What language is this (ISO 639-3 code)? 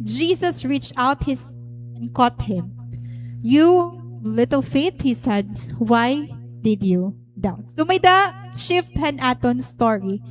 war